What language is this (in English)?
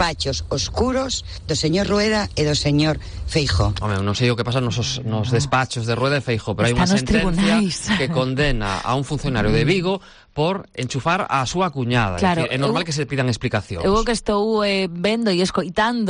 Galician